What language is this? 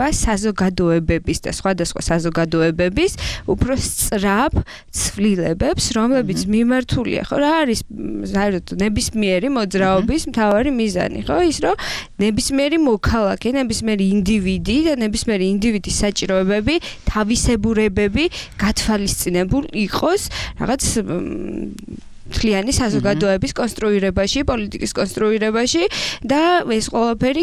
Georgian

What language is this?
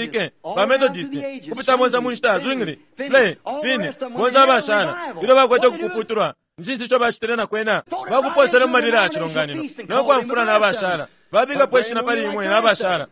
Bemba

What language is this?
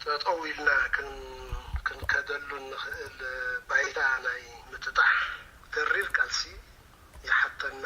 Tigrinya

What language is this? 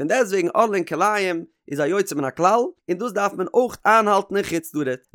Yiddish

